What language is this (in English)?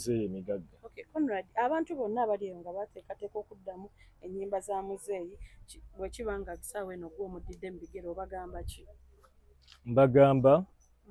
Ganda